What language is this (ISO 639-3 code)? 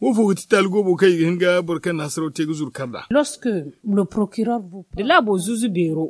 dje